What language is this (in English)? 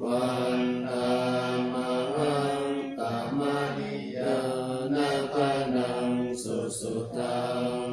Pali